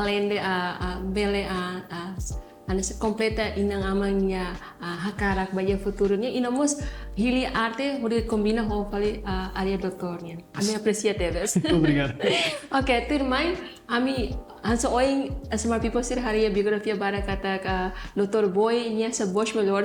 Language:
Tetum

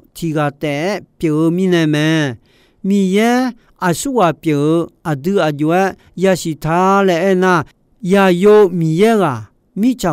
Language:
Akha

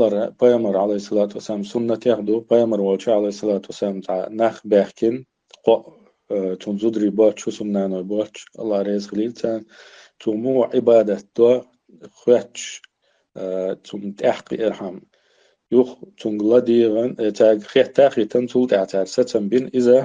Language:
Chechen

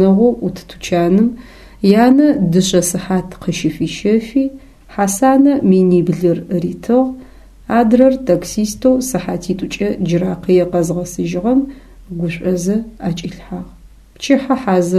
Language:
Adyghe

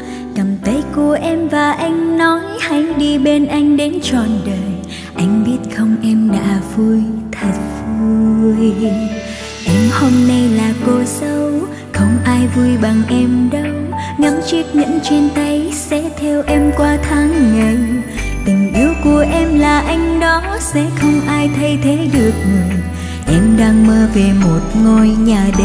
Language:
Vietnamese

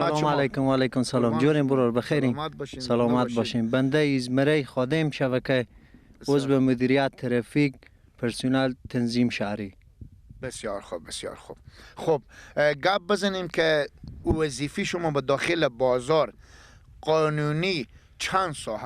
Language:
Persian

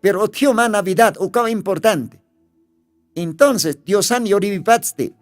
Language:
Aymara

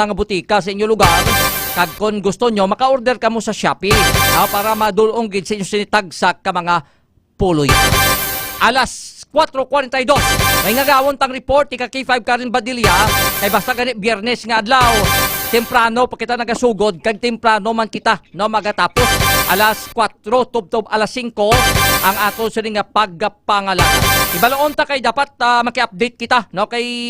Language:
Hiligaynon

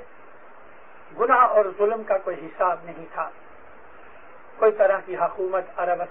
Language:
Urdu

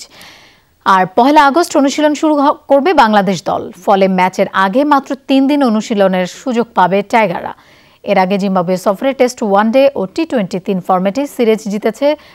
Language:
Bangla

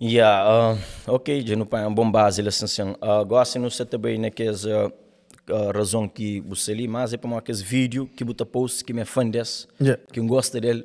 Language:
Kabuverdianu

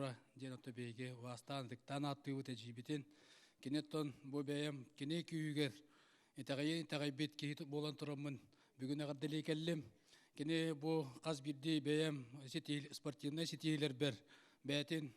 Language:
Yakut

